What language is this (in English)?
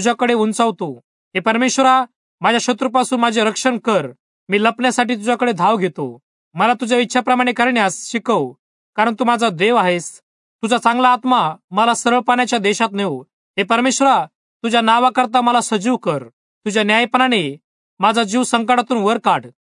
Marathi